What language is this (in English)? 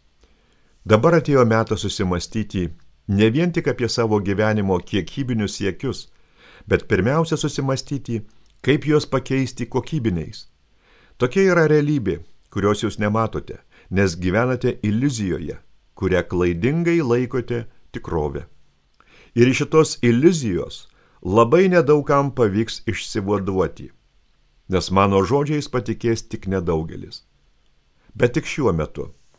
Lithuanian